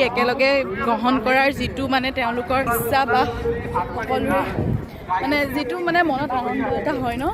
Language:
Assamese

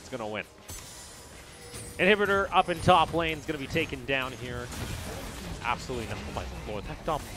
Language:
English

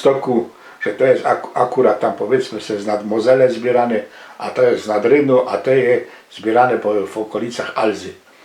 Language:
Silesian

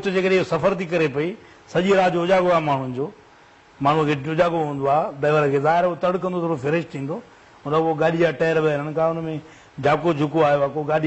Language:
Sindhi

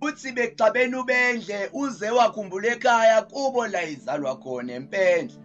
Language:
Zulu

